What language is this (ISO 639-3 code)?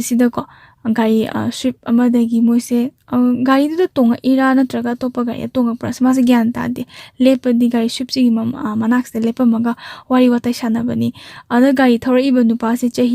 mni